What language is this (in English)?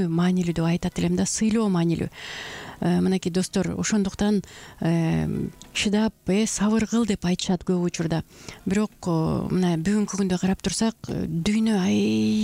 Kyrgyz